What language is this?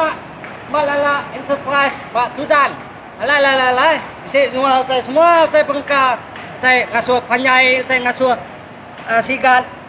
Iban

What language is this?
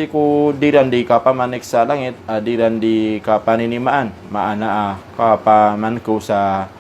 Maranao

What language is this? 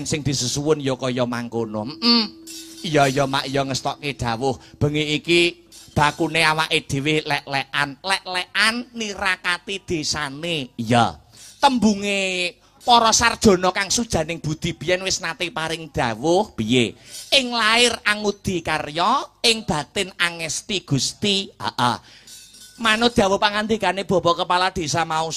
Javanese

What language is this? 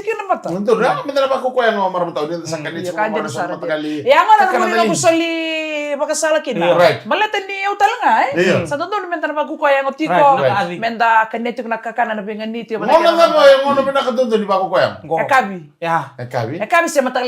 Fijian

